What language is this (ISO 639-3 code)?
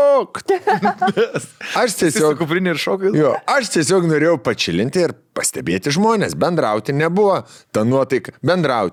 lit